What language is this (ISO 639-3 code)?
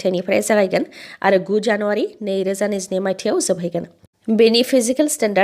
brx